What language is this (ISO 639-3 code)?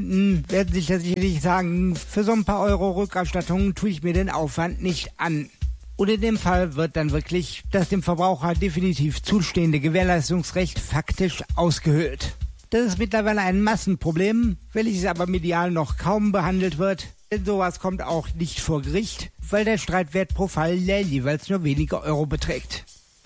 deu